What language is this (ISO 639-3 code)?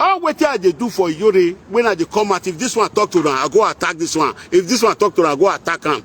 pcm